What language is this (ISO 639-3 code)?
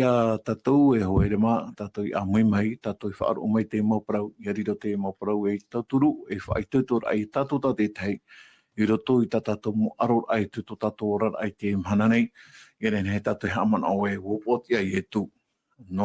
tah